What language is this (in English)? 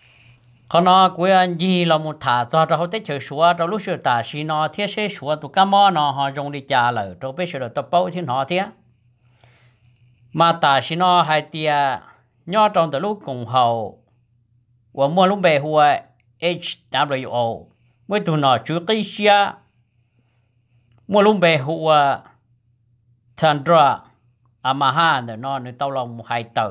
Vietnamese